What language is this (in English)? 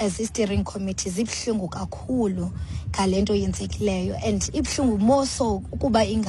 Xhosa